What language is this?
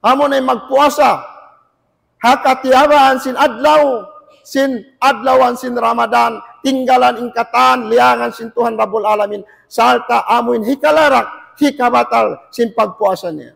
Tausug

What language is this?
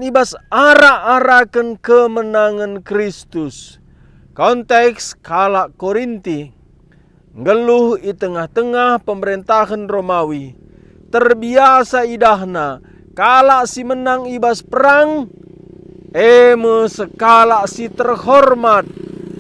Batak Karo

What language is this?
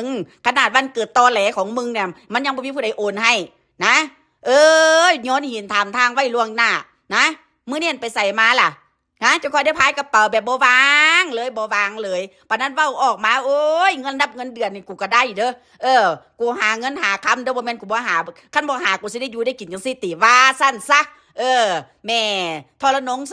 Northeastern Thai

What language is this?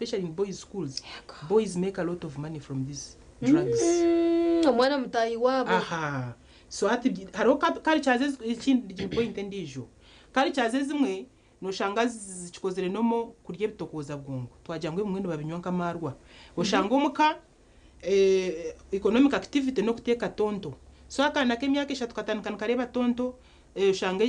Nyankole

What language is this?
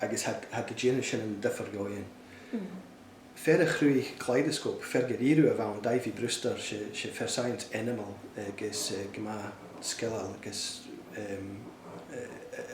Scottish Gaelic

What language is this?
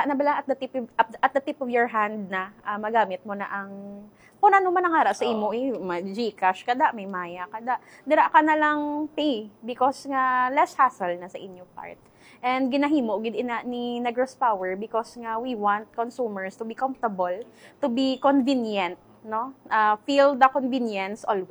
Hiligaynon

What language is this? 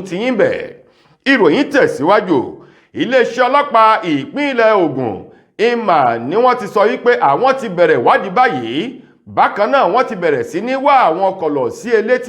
Yoruba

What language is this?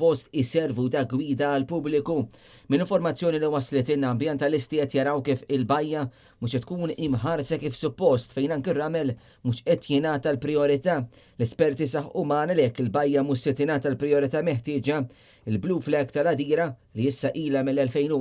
Maltese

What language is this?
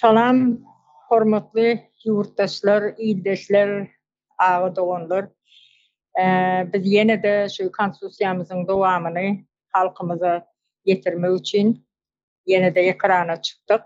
Turkmen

